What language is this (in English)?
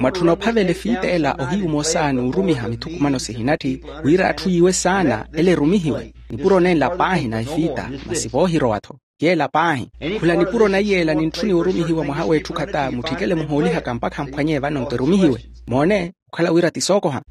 Makhuwa